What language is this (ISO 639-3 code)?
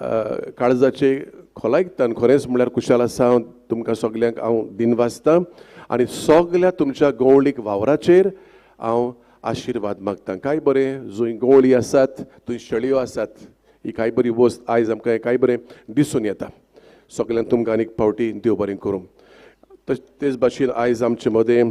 kok